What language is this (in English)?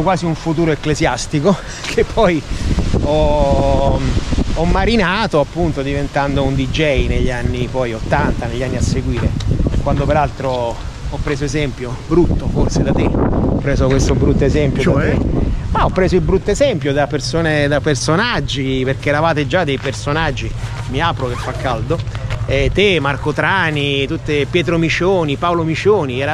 Italian